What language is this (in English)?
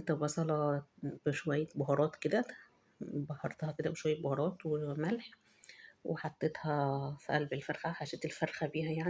Egyptian Arabic